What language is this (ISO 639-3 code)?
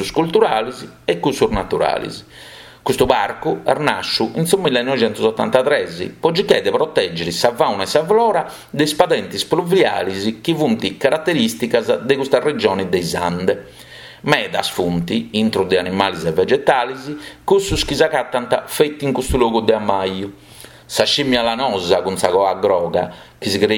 srd